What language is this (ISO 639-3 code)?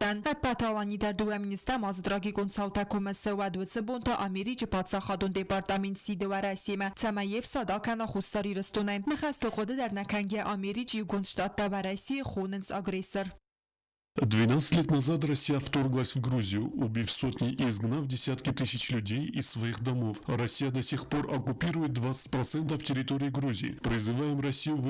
oss